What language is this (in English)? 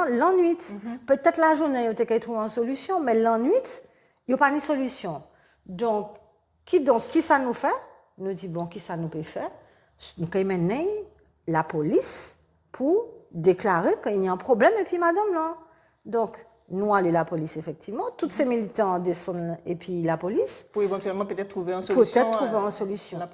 Guadeloupean Creole French